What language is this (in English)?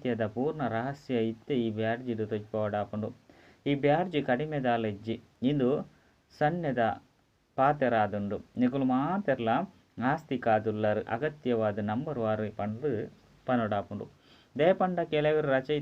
Tulu